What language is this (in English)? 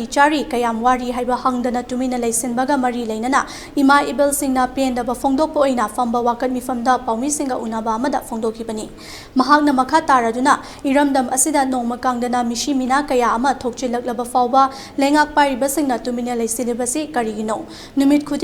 Manipuri